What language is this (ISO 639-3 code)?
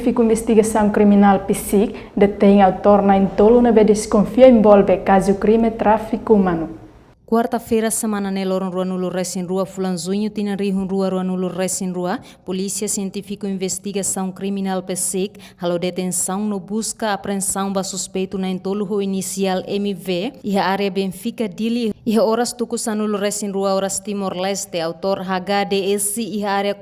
tet